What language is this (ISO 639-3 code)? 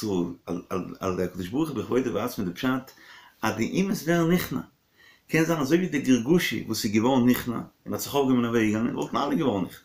yid